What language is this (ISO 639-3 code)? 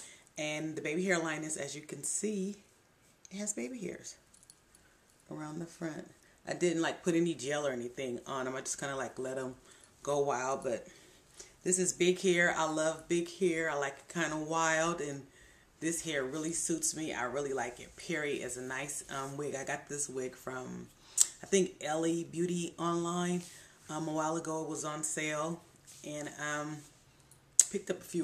eng